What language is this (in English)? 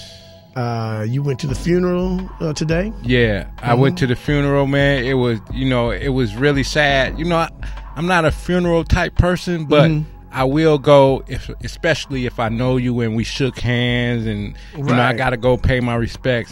English